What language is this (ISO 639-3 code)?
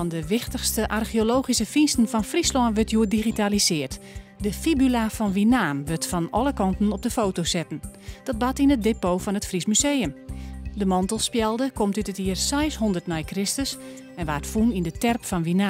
fry